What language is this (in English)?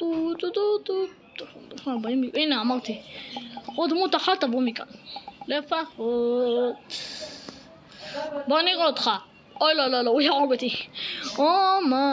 Hebrew